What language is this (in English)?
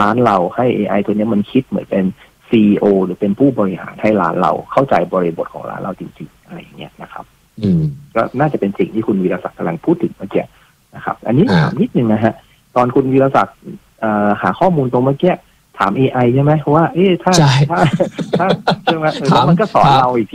Thai